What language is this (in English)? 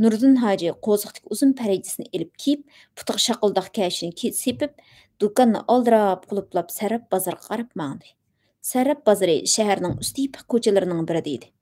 Uyghur